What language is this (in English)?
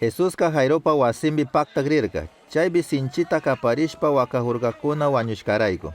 Chimborazo Highland Quichua